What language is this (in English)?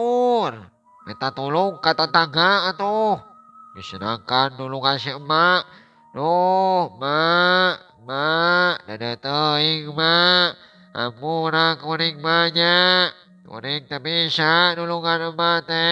Sundanese